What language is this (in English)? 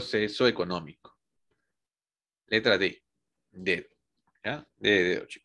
Spanish